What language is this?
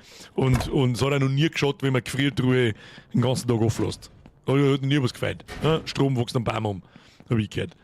Bavarian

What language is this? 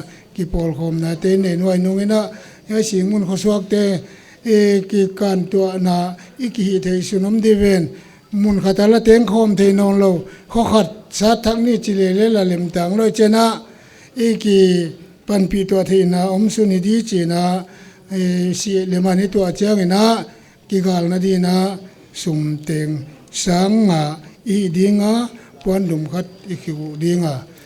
Paite Chin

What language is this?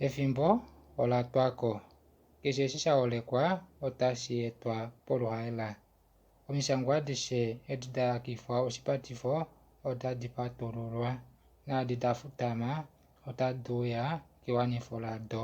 Kuanyama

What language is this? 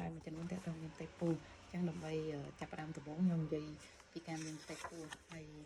Khmer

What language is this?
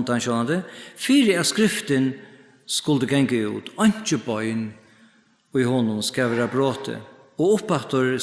Faroese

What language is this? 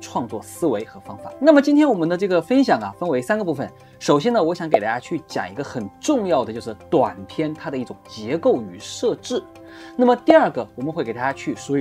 Chinese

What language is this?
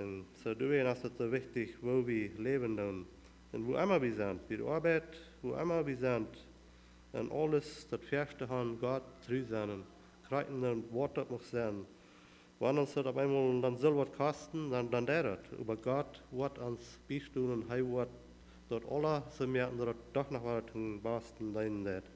Plautdietsch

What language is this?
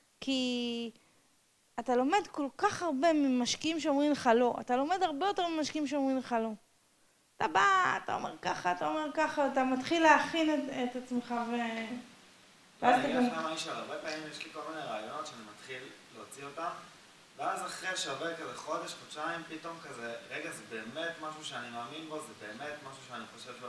Hebrew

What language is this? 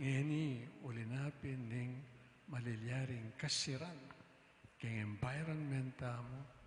Pampanga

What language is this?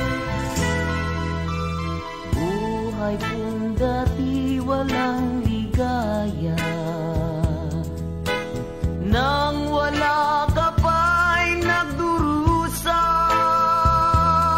Filipino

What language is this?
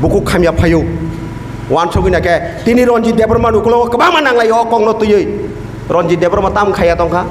Kok Borok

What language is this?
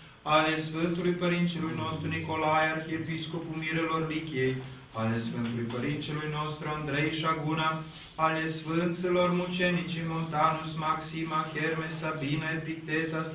Romanian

